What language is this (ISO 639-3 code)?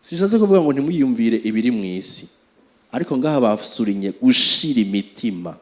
run